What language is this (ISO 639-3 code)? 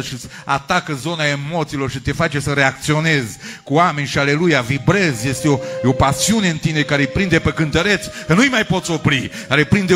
ron